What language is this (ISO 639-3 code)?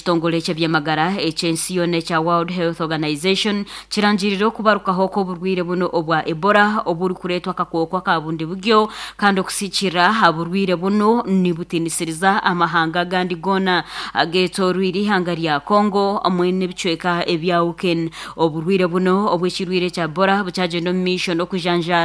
nyn